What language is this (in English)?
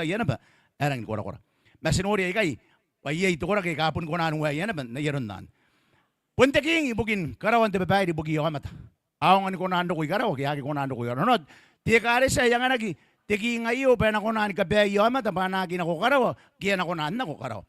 Gilbertese